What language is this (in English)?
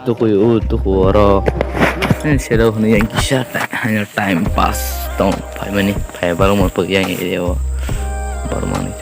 Kok Borok